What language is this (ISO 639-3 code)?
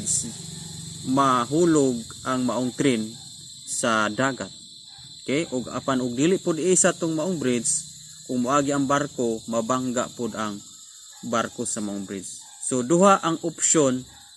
ceb